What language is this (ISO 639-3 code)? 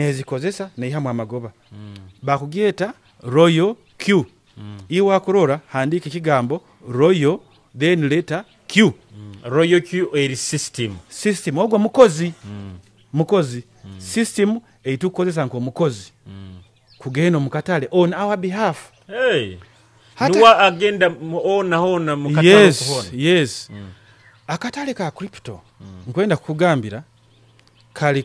nyo